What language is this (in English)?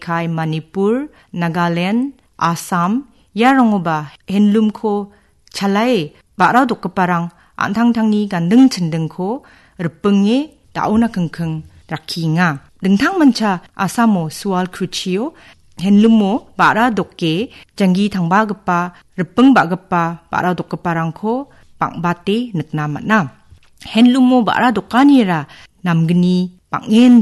Garo